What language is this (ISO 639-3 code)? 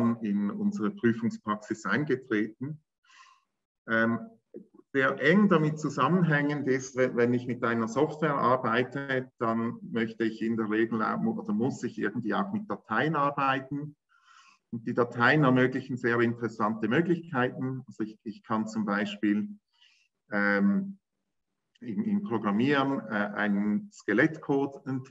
deu